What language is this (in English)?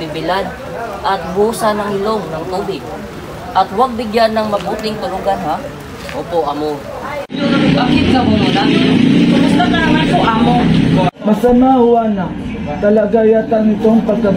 Filipino